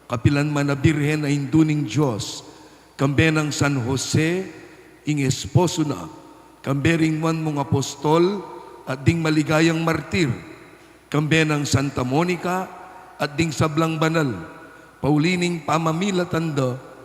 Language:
Pampanga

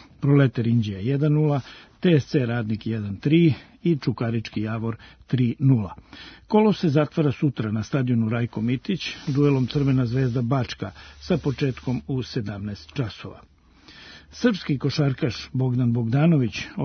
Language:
Serbian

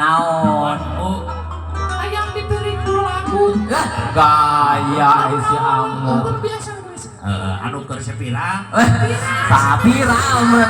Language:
Sundanese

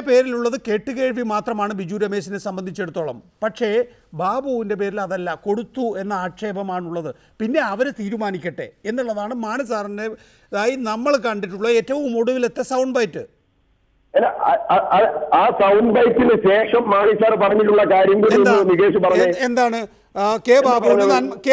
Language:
Malayalam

